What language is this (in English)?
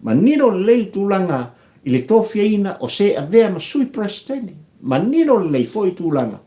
Samoan